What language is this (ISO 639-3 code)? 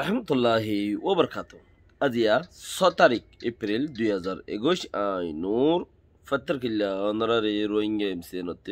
rhg